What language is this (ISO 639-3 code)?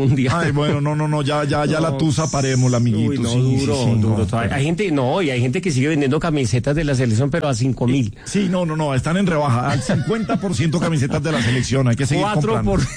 spa